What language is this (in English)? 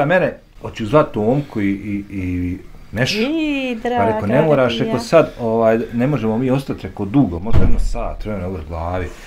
Bosnian